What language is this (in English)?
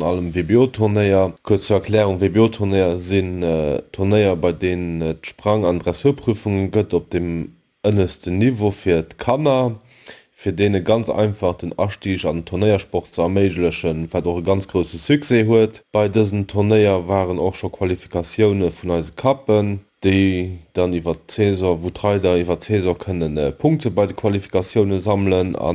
Luxembourgish